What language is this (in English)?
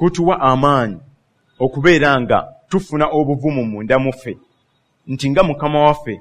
Ganda